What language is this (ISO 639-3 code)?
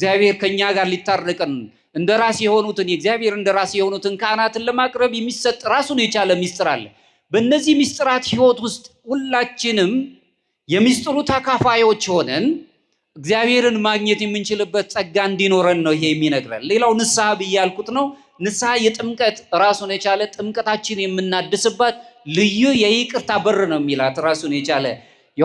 amh